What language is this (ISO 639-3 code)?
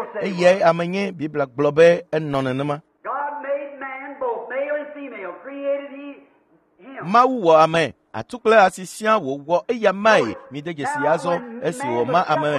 ewe